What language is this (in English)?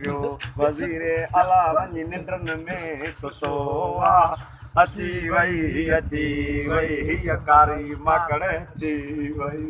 Sindhi